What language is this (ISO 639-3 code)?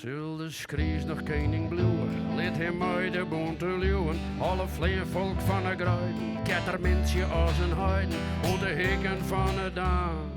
fry